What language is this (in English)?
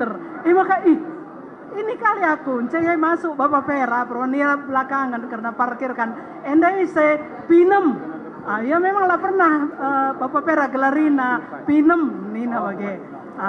Batak Karo